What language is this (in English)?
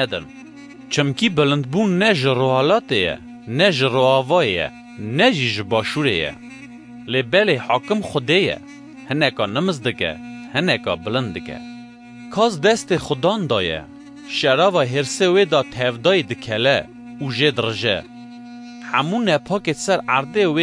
Kurdish